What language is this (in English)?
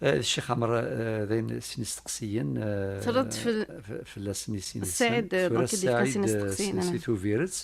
Kabyle